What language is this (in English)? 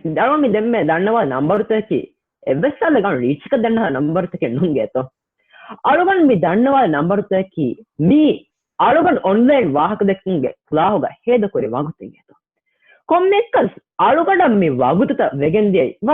Divehi